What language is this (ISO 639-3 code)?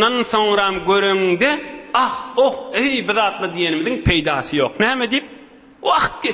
tuk